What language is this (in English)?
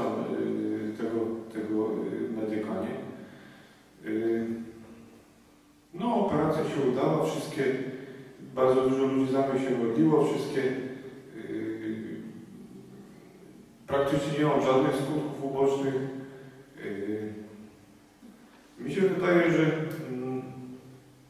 Polish